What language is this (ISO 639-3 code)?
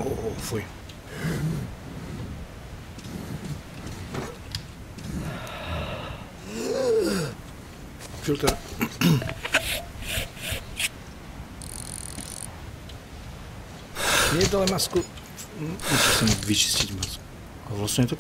slk